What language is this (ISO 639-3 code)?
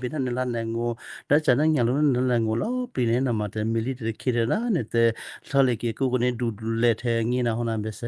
kyu